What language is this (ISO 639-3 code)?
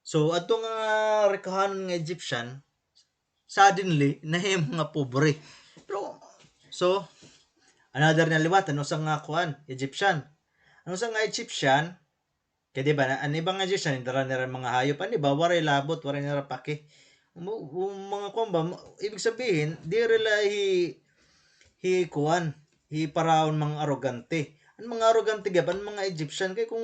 war